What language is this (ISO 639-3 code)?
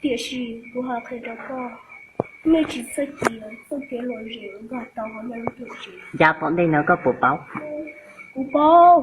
hmn